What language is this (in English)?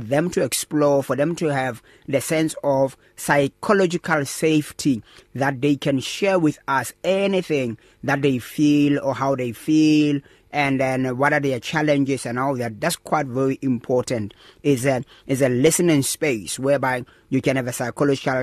English